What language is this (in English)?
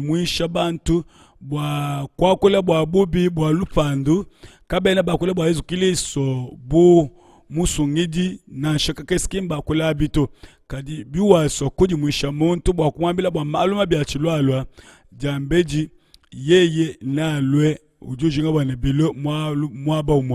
Luba-Lulua